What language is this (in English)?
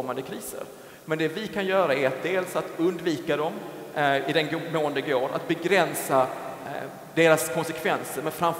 Swedish